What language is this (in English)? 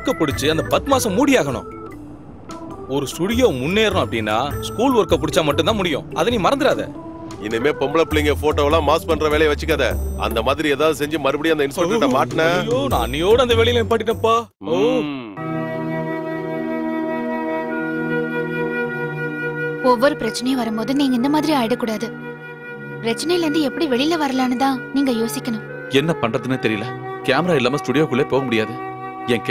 Tamil